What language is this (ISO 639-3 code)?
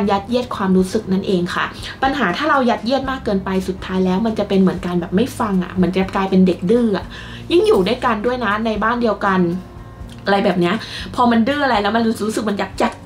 tha